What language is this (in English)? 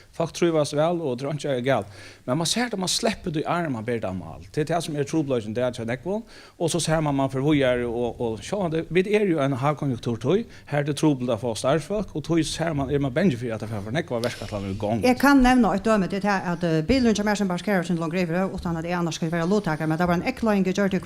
Faroese